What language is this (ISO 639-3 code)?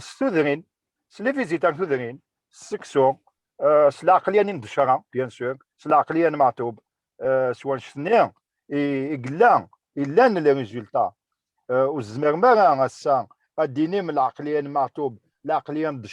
kab